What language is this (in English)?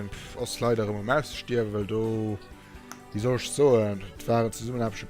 Luxembourgish